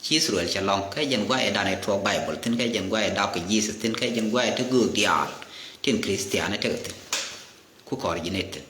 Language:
Nuer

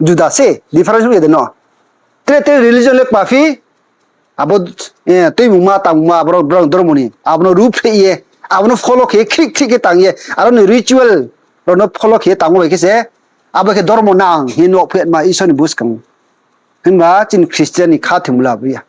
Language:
Riang (India)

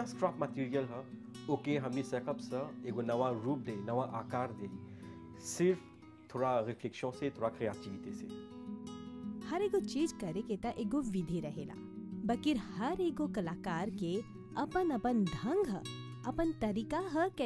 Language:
Bhojpuri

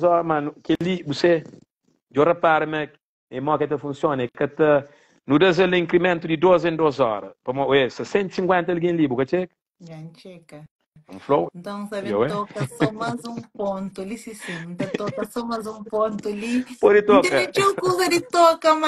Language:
Kabuverdianu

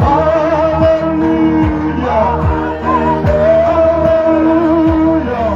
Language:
Tswana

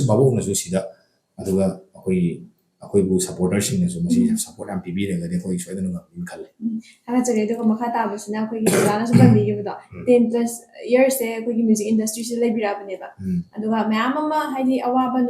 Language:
Manipuri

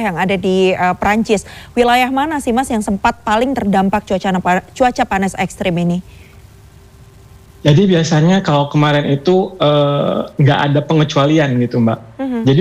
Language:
Indonesian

